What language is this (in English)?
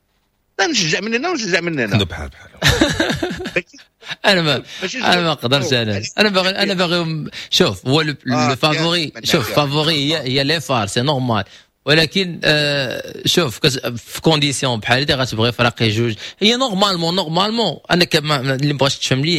Moroccan Arabic